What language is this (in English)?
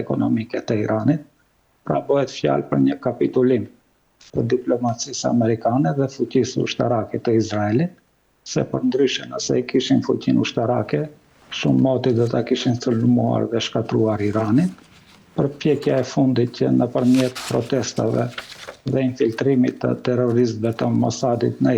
Albanian